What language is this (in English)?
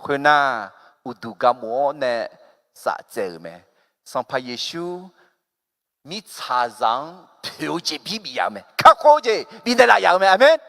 Akha